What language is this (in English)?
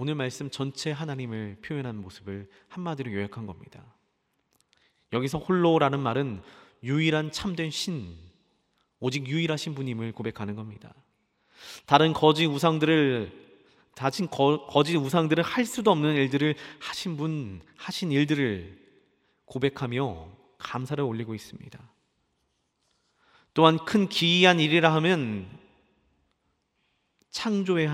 Korean